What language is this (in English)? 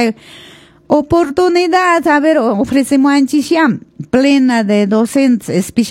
Quechua